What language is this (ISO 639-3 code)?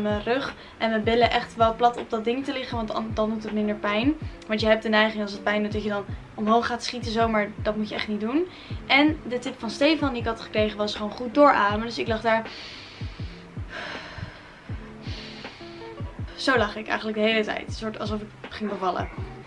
nld